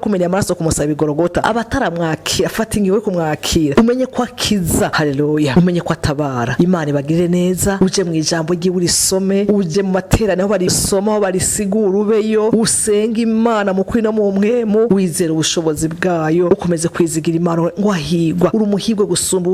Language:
Rundi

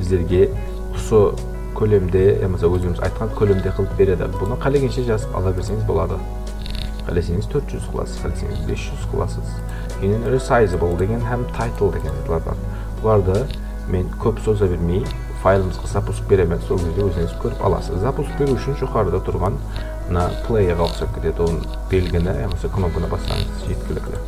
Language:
Kara-Kalpak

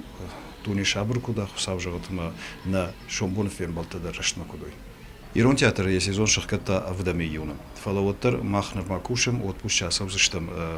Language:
Ossetic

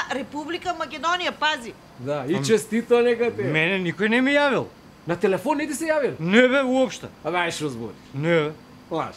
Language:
Macedonian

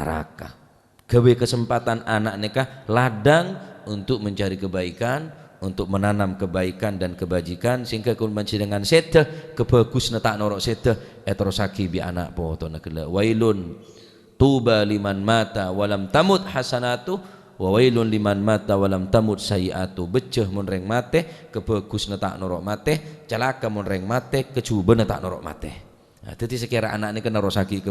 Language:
Madurese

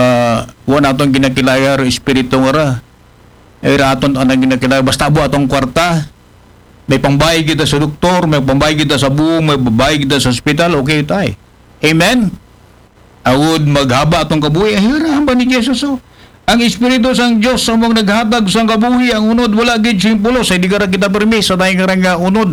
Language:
Aklanon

